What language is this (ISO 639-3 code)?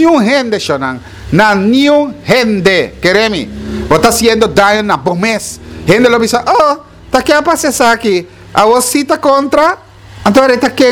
pap